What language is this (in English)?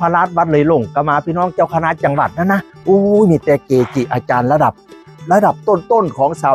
Northeastern Thai